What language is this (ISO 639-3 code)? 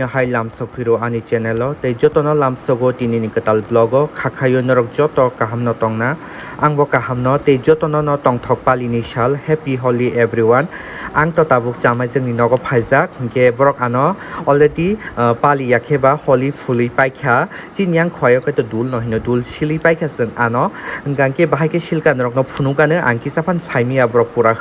trp